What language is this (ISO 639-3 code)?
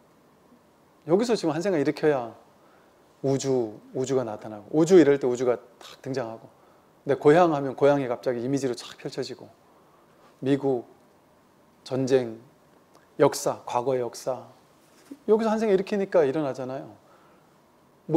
kor